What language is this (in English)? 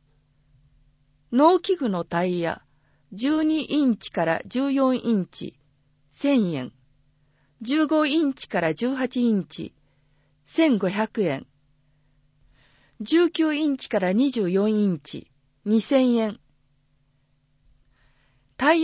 Japanese